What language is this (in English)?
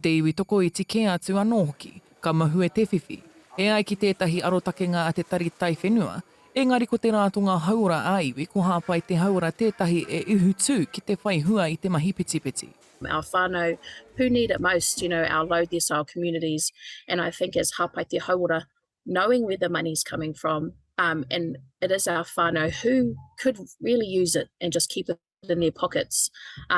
Māori